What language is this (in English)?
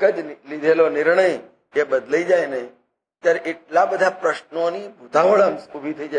Gujarati